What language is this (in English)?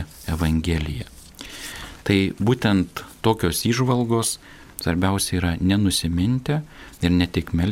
Lithuanian